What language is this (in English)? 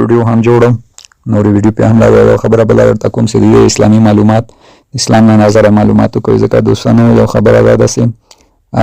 Pashto